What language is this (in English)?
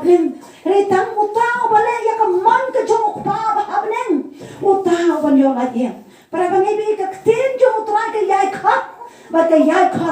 Khasi